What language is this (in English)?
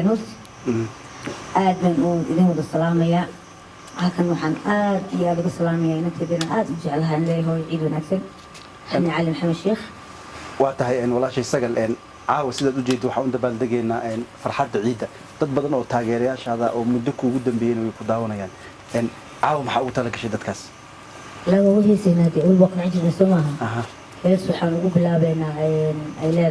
Somali